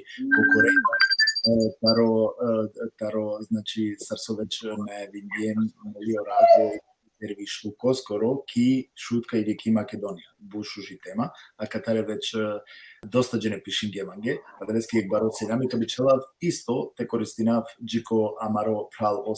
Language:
Balkan Romani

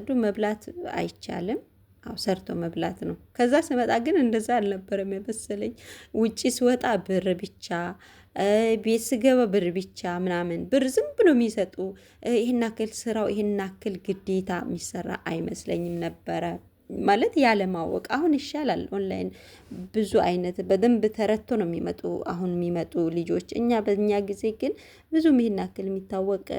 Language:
Amharic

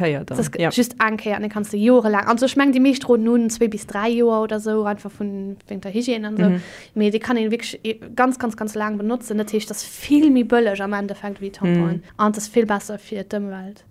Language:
Luxembourgish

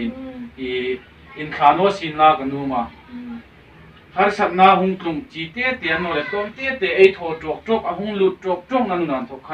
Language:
Hmar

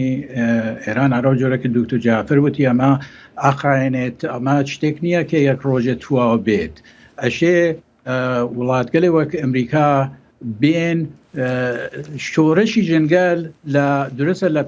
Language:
Central Kurdish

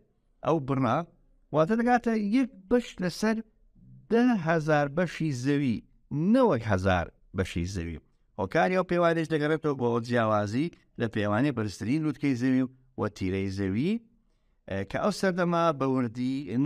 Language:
Central Kurdish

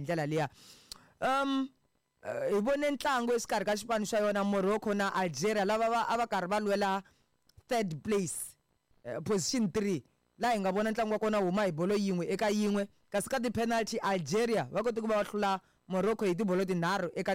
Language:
Tsonga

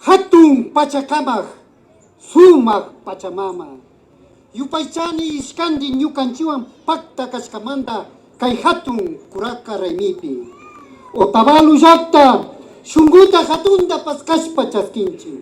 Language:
Imbabura Highland Quichua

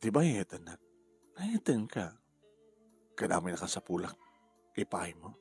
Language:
Iloko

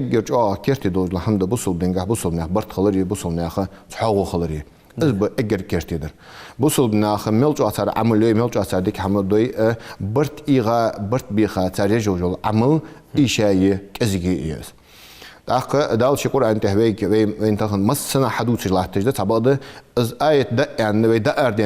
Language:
Ingush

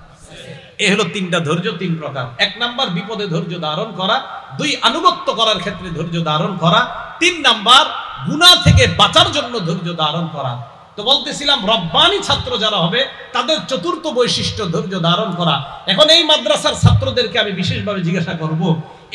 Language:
Bangla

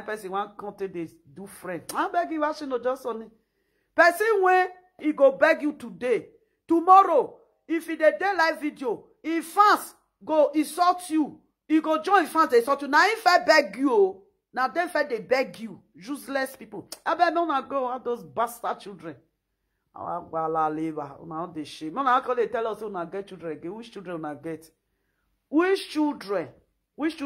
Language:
Nigerian Pidgin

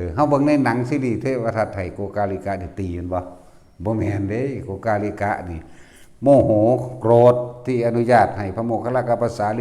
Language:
Northeastern Thai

